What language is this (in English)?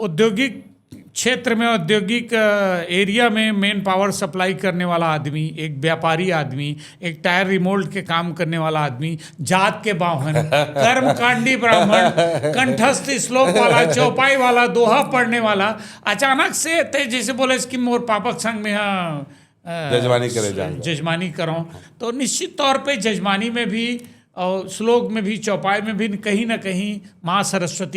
Chhattisgarhi